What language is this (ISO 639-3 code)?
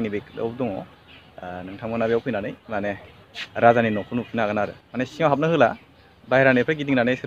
brx